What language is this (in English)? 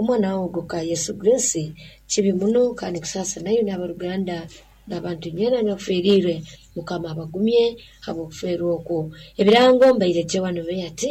Nyoro